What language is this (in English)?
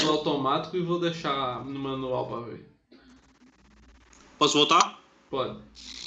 Portuguese